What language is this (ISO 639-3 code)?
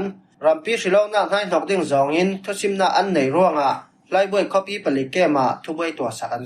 cfm